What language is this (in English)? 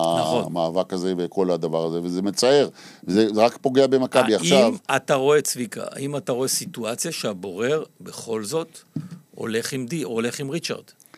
Hebrew